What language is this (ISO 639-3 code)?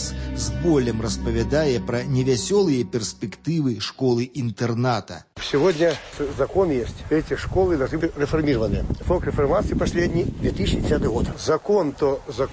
bel